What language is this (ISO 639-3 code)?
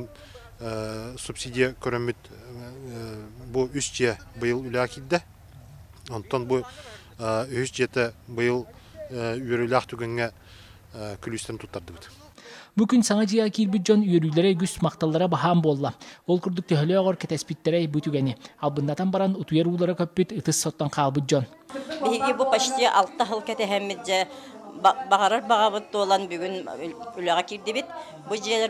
sah